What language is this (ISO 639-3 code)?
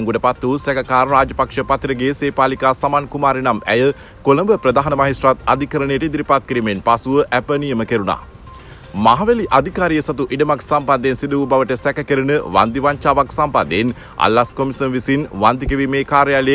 sin